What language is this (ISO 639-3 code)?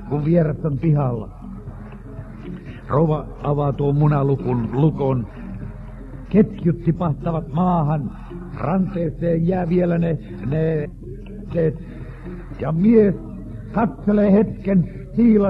fin